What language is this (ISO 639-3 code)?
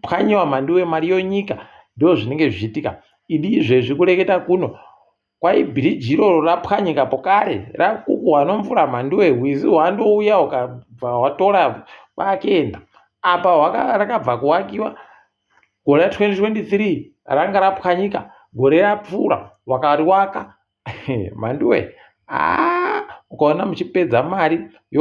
ndc